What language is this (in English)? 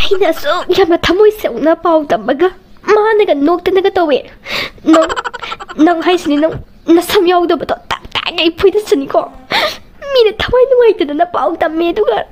Manipuri